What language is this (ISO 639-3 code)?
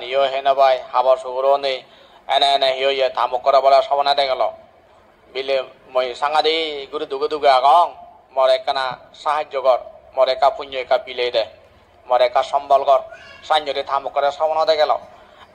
ccp